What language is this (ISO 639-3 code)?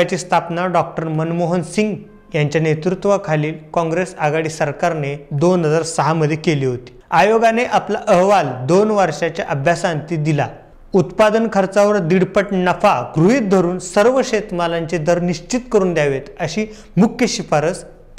mar